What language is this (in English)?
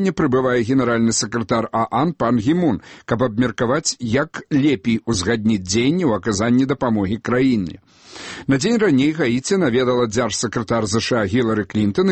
Belarusian